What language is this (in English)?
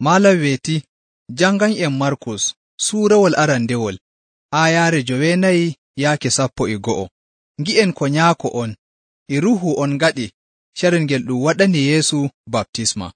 Nigerian Fulfulde